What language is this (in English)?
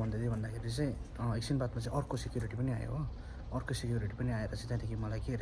Nepali